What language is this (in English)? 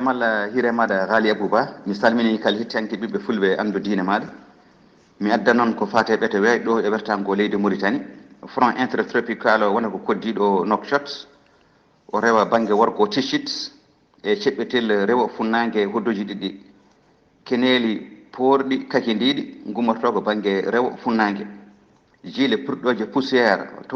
Fula